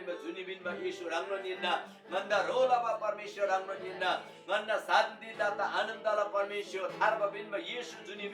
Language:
Eastern Tamang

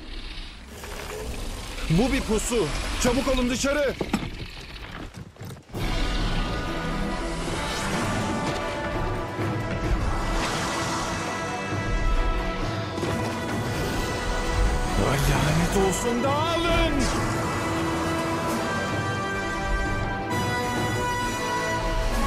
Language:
Turkish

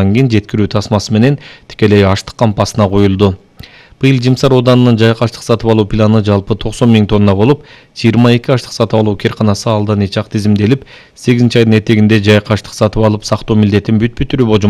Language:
Kyrgyz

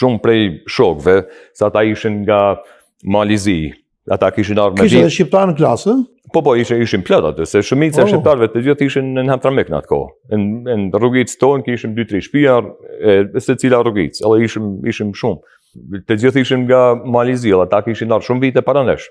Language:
Albanian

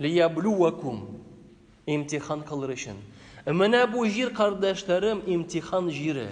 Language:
Tatar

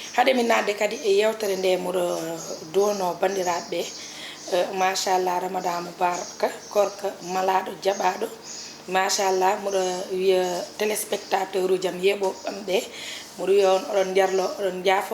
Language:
Fula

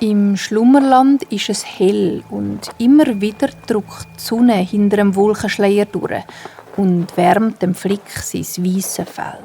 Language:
Swiss German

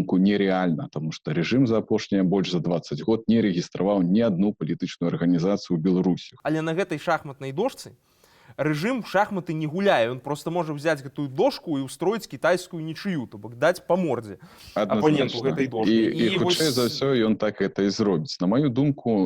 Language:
Belarusian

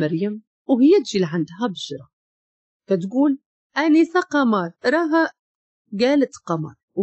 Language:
Moroccan Arabic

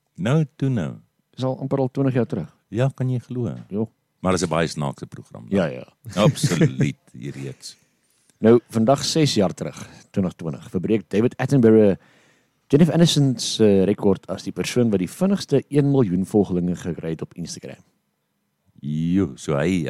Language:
Afrikaans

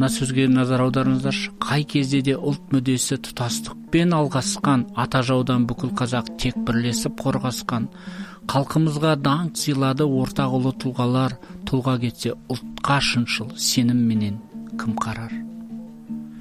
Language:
Kazakh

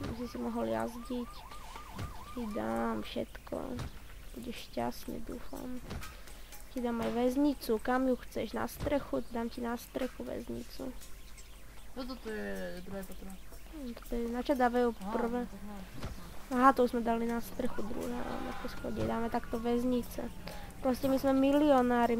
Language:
Slovak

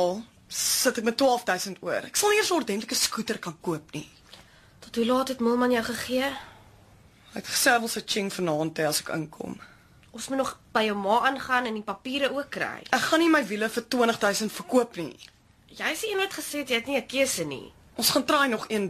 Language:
Afrikaans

